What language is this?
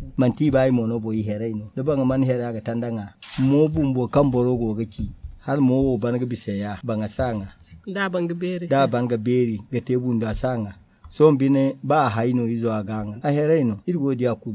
Zarma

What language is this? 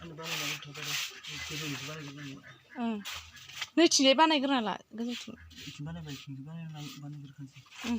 Bodo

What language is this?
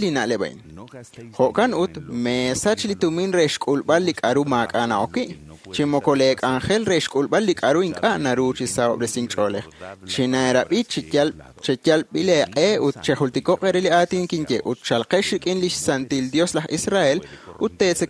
Kekchí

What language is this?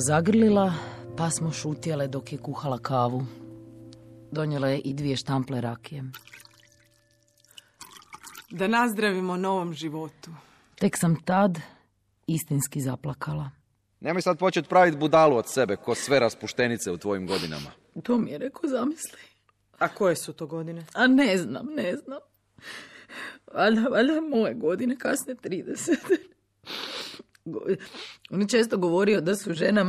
Croatian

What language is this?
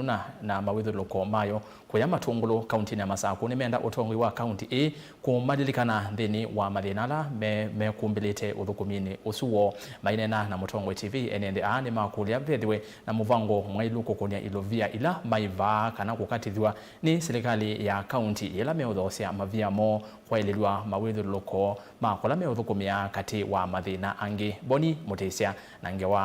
Kamba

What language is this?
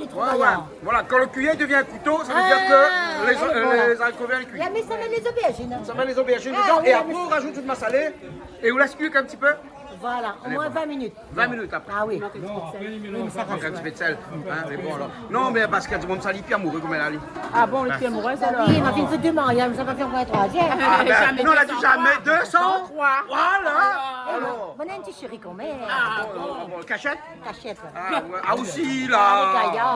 Réunion Creole French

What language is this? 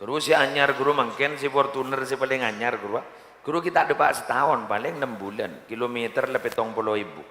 Madurese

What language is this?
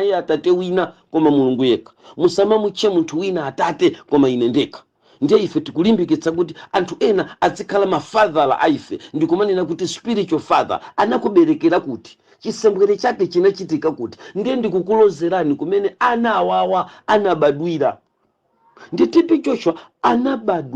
Nyanja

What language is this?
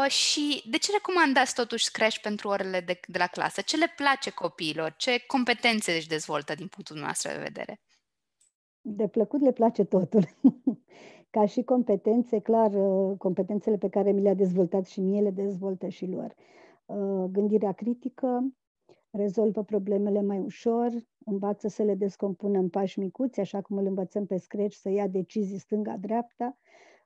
Romanian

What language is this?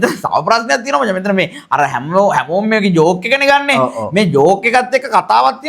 Sinhala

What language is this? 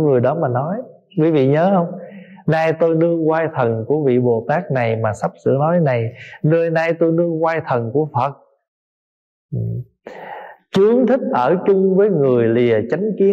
Vietnamese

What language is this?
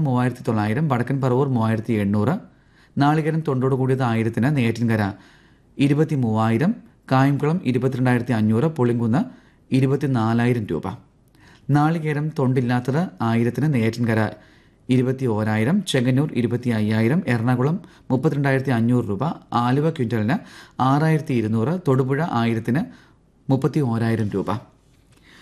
Malayalam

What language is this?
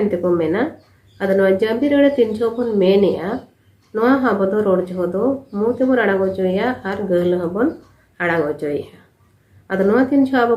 Santali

